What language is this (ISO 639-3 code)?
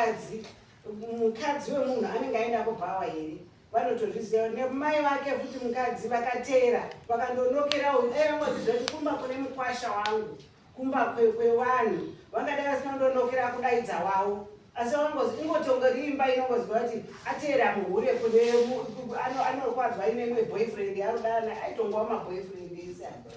sna